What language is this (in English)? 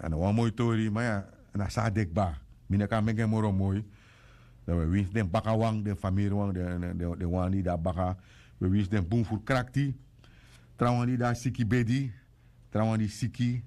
Sranan Tongo